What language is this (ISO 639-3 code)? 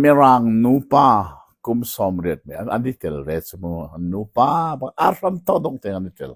cnh